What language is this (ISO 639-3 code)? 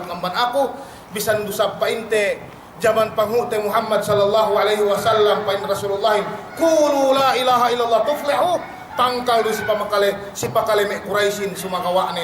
yka